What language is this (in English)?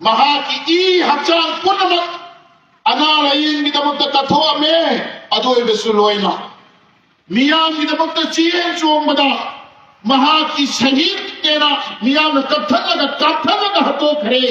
Manipuri